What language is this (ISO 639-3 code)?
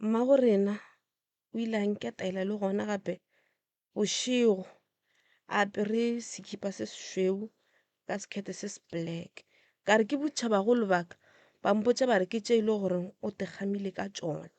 nso